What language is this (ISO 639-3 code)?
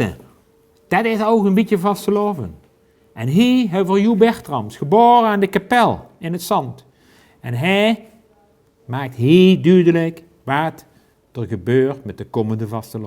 lim